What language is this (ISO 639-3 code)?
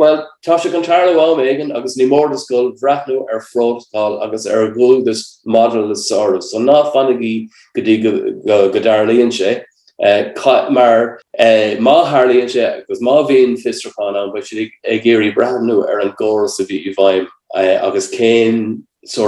gle